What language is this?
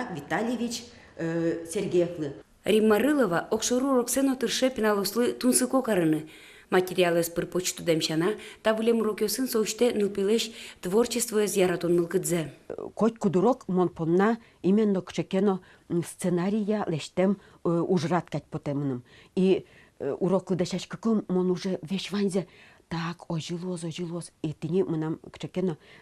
Udmurt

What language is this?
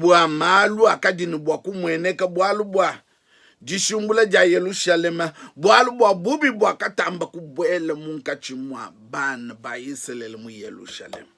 Luba-Lulua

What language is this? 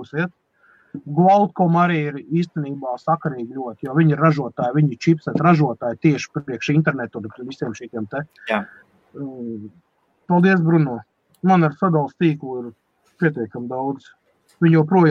Latvian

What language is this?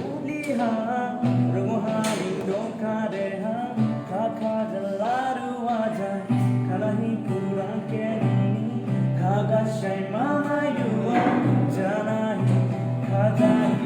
Dimasa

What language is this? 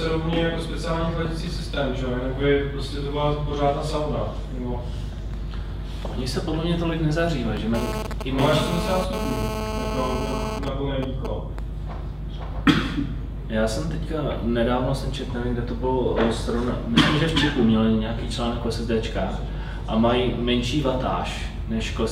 Czech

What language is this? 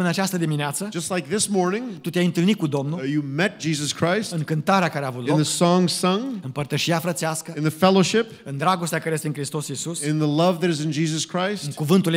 Romanian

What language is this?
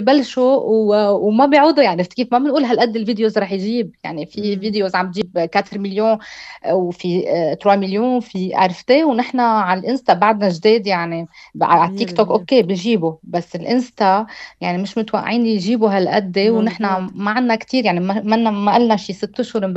North Levantine Arabic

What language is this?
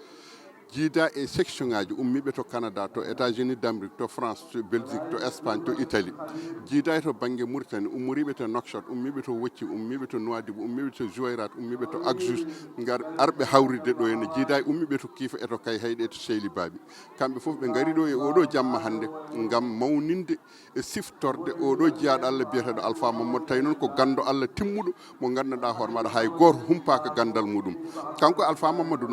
Fula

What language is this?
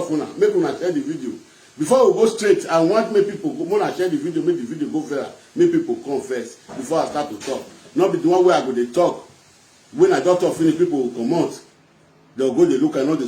Nigerian Pidgin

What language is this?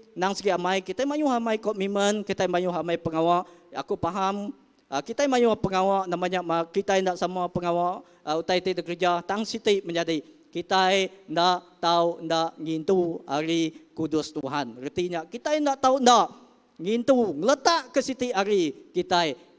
Iban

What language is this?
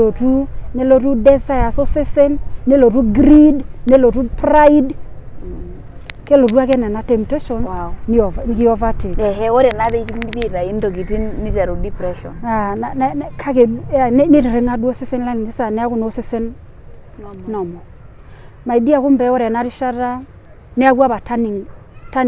Masai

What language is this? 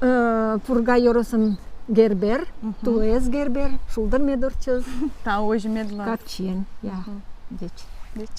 Udmurt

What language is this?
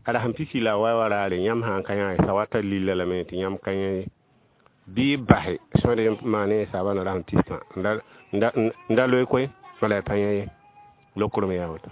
Mossi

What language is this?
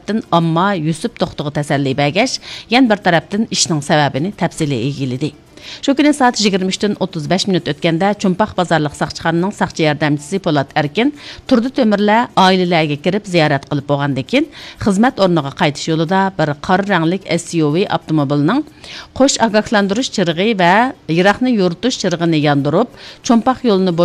Uyghur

